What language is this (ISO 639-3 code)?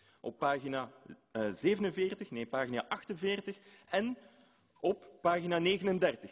nld